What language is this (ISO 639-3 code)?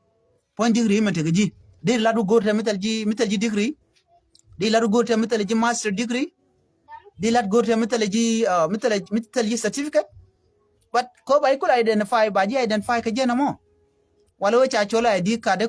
nus